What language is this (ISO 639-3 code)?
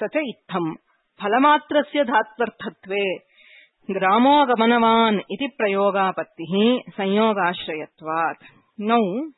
san